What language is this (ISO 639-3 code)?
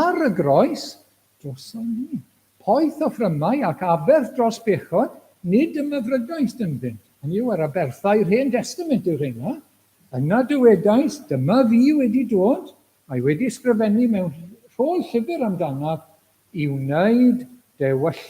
cym